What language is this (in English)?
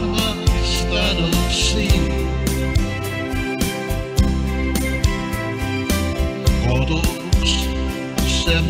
Estonian